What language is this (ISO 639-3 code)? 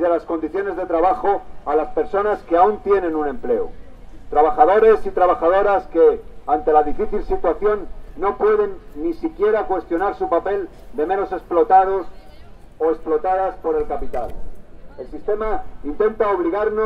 spa